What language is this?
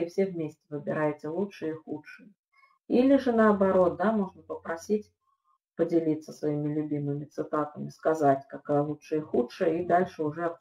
Russian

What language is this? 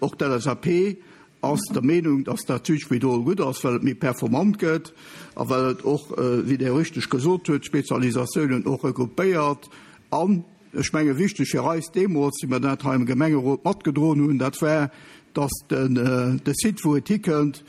Luxembourgish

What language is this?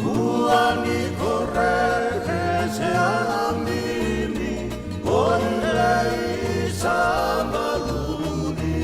Fijian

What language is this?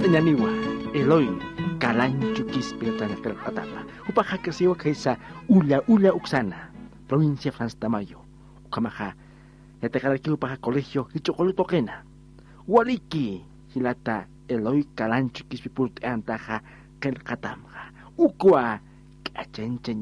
Aymara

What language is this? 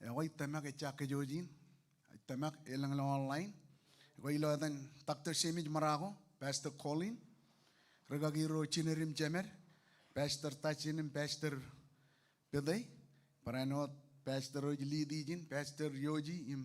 Marshallese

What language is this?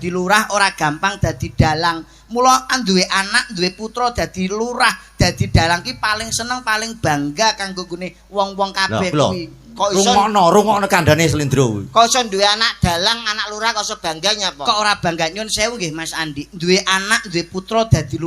Javanese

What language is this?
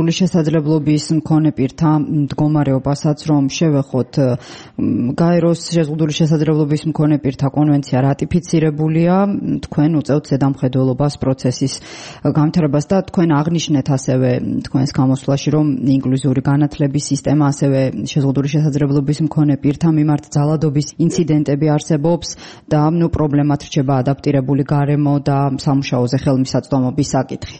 Georgian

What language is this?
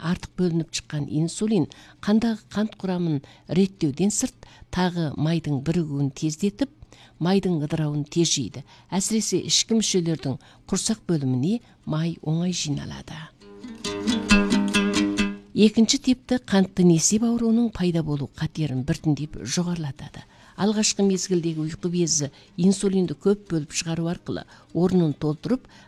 Kazakh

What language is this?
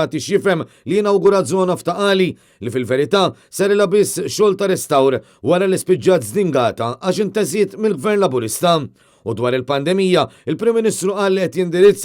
Maltese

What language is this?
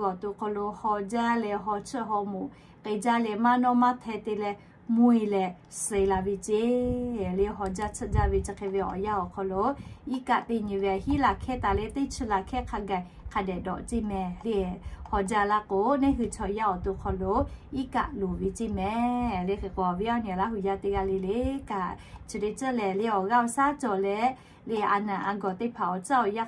Lahu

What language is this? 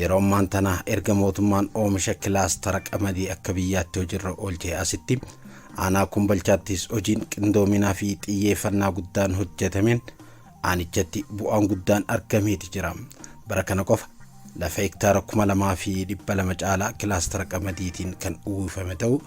Oromo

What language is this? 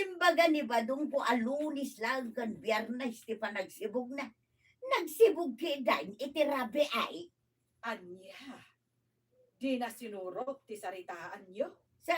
Iloko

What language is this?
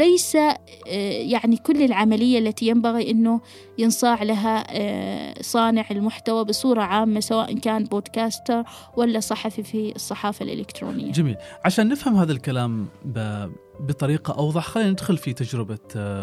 Gulf Arabic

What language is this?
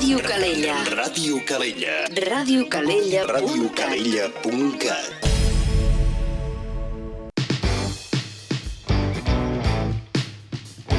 Catalan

